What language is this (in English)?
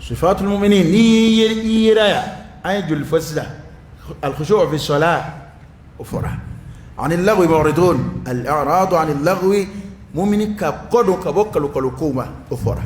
Dyula